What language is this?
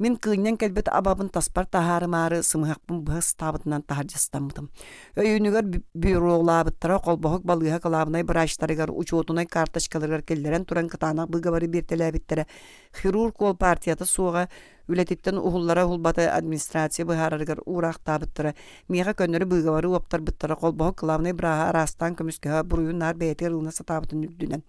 Yakut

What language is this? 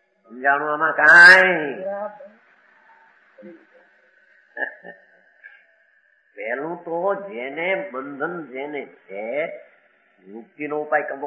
Gujarati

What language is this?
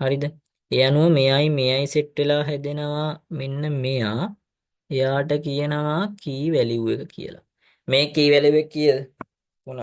Sinhala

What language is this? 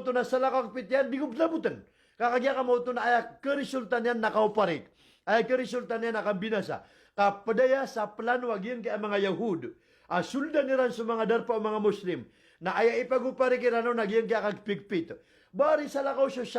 Maranao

